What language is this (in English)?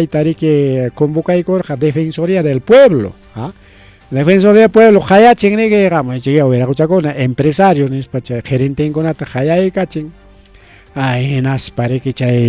Ayacucho Quechua